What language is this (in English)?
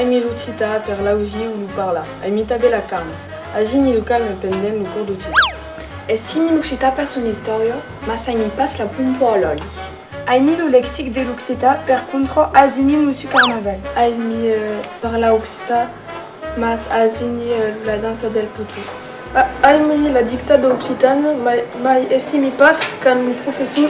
Occitan